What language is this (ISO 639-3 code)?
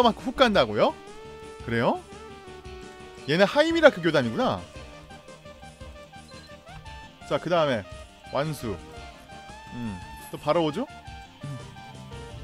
kor